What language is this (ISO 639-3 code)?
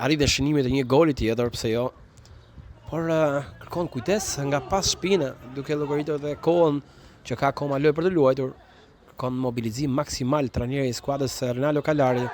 sqi